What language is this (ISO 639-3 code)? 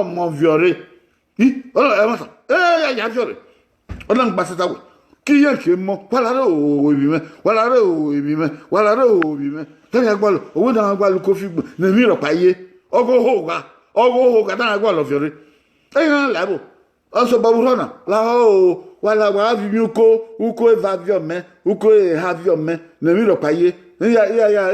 bin